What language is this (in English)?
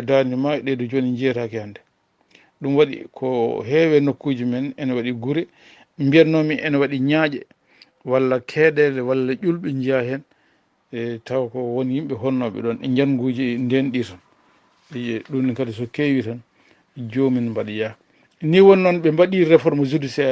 Fula